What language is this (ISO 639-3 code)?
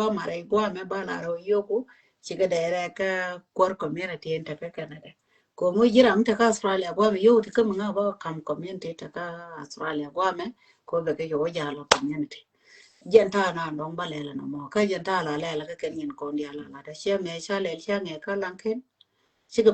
nus